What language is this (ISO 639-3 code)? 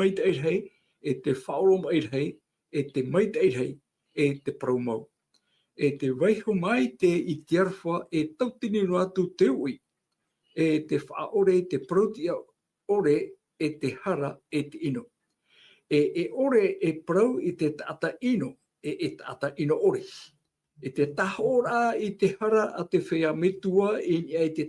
tah